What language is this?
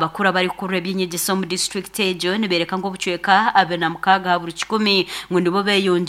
Nyankole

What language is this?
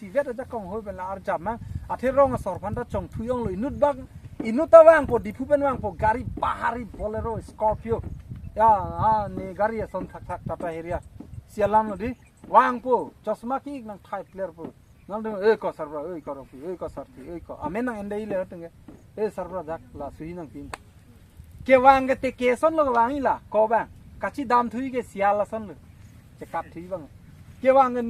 Karbi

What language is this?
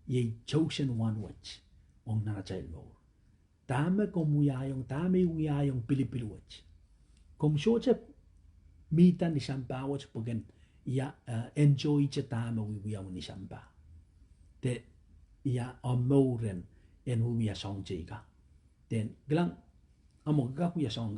Pohnpeian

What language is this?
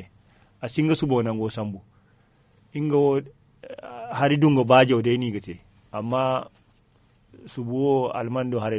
Zarma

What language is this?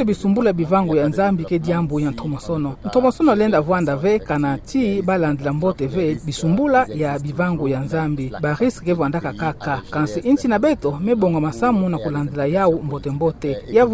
Kituba (Democratic Republic of Congo)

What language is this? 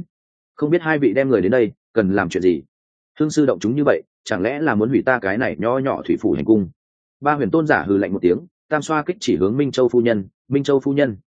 Vietnamese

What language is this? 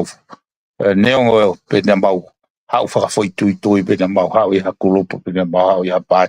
Tongan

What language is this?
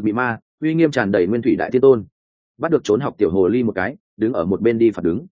Vietnamese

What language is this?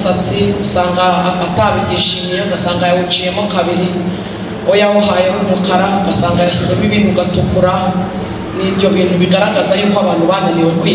Kinyarwanda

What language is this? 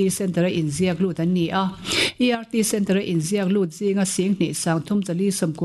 Mizo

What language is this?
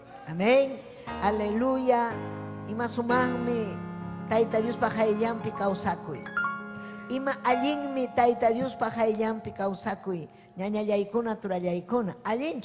Ayacucho Quechua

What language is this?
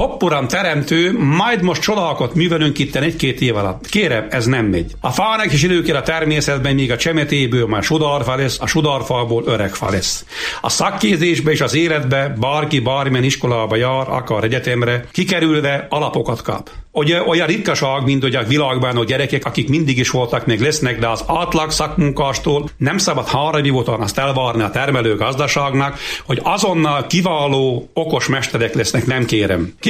Hungarian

